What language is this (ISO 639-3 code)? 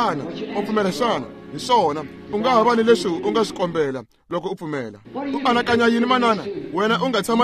tso